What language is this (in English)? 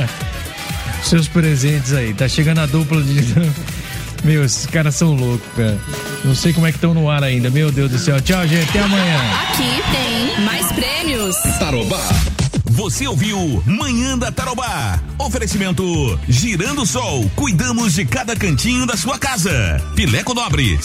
Portuguese